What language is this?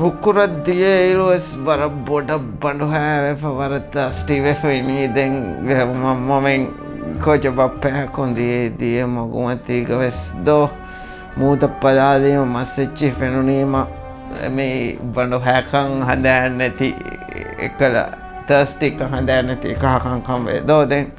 Divehi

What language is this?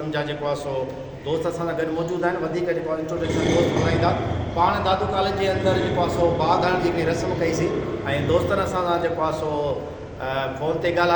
Sindhi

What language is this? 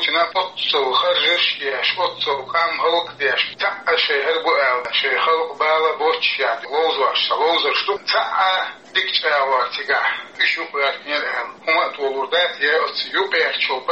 Chechen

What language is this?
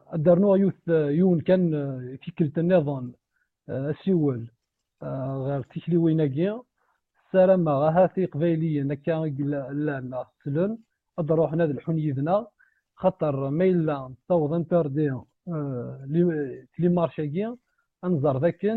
Kabyle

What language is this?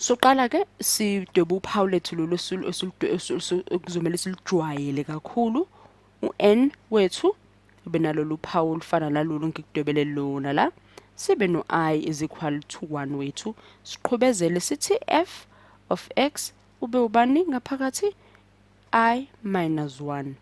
Zulu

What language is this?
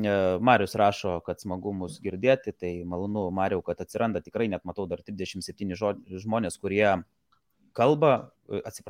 Lithuanian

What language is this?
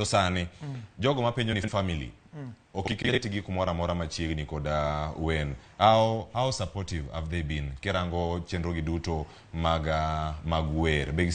Luo (Kenya and Tanzania)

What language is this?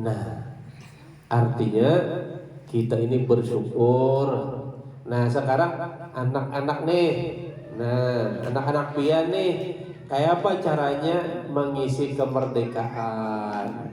Banjar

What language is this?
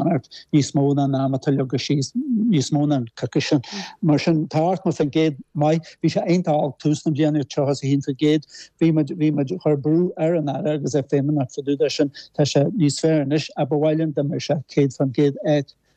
Irish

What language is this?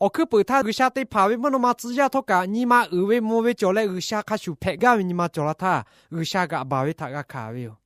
Lahu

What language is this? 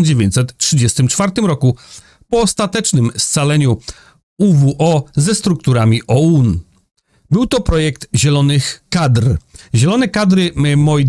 Polish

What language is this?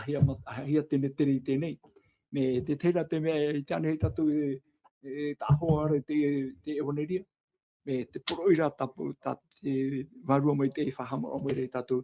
Tahitian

